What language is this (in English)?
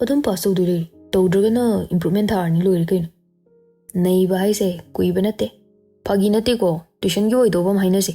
Manipuri